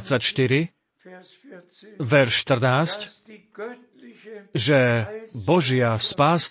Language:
Slovak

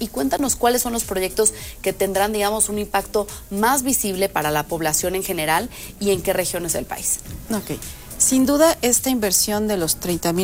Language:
Spanish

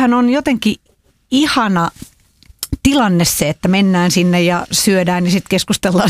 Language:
Finnish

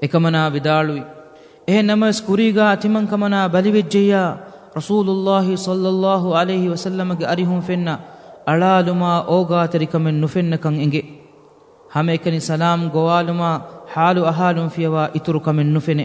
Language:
Divehi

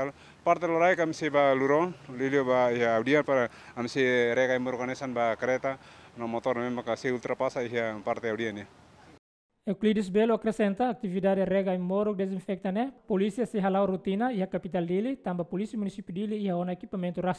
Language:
Tetum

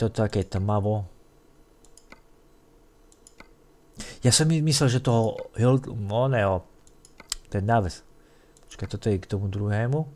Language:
Slovak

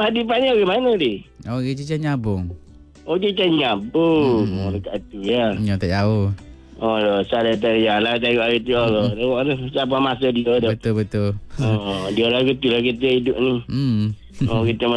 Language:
Malay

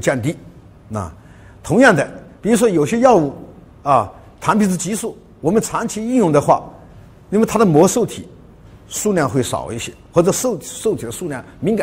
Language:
Chinese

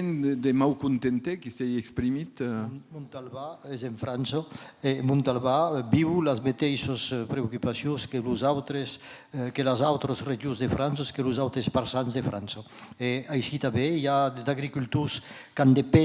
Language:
Occitan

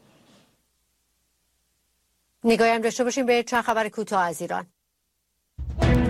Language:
Persian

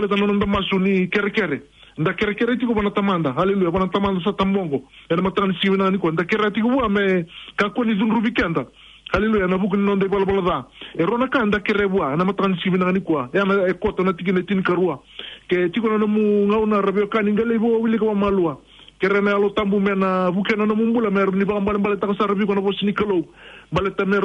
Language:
Fijian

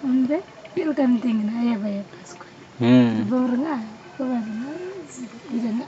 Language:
Santali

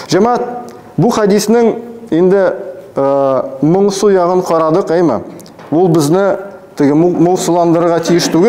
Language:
Tatar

